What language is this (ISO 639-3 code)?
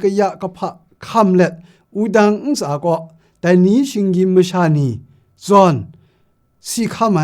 kac